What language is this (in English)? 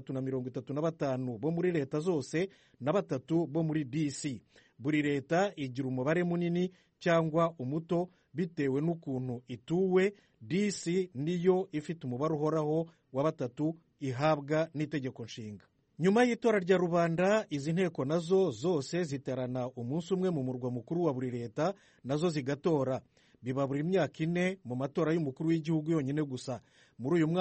Kinyarwanda